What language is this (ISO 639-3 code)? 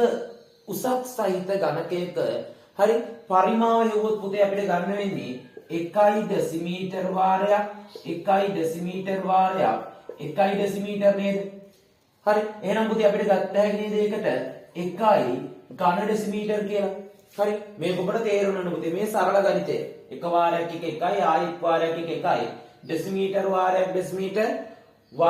sin